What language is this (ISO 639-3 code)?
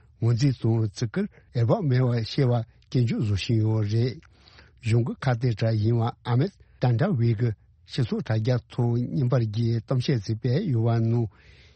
bod